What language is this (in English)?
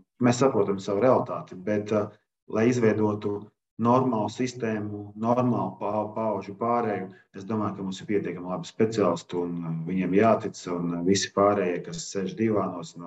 Latvian